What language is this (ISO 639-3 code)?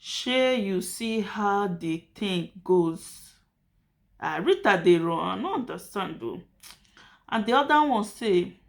pcm